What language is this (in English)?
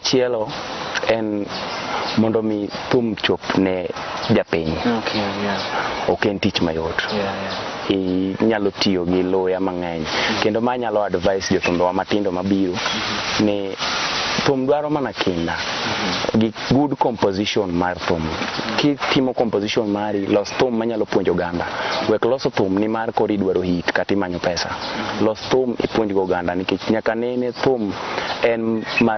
Luo (Kenya and Tanzania)